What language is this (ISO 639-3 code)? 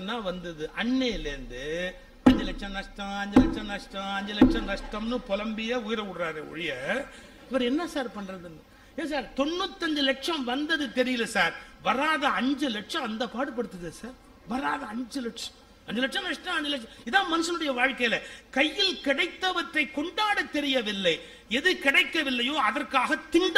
tam